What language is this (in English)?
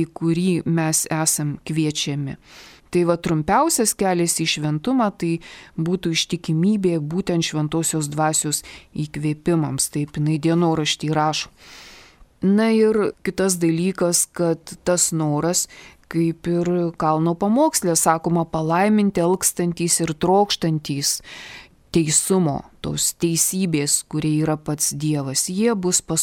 Lithuanian